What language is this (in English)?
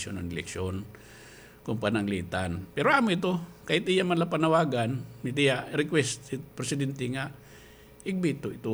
Waray